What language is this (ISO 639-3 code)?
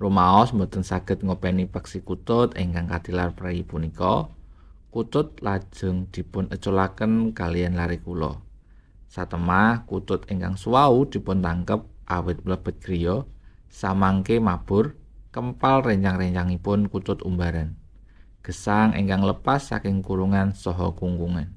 jav